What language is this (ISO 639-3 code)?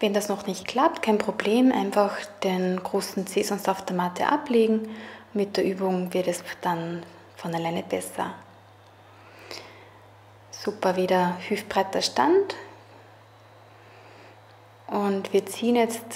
deu